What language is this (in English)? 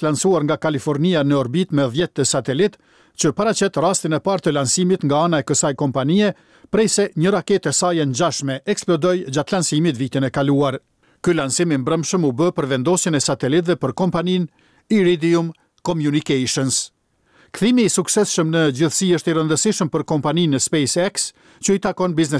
Albanian